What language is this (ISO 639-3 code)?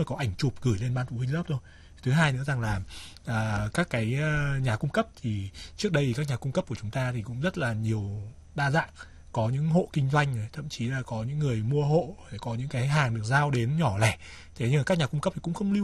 vie